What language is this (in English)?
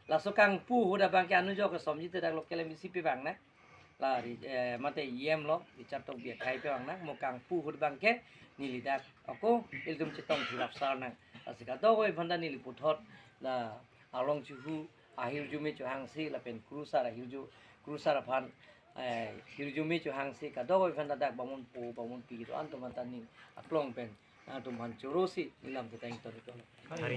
Karbi